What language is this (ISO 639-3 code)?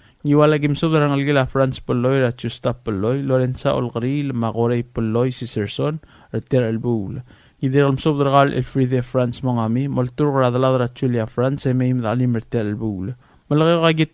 pau